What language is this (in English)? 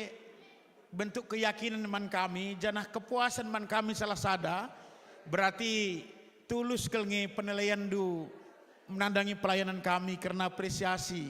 Batak Karo